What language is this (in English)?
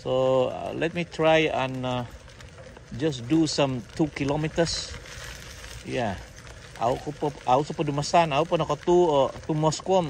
Central Dusun